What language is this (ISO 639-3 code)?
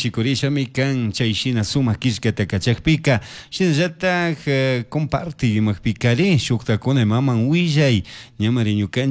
qug